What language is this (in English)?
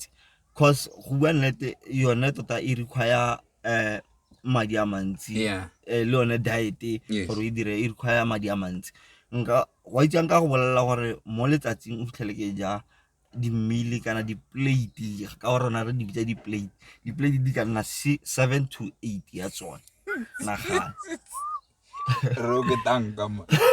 Tswana